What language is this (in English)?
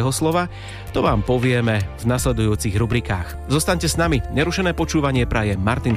Slovak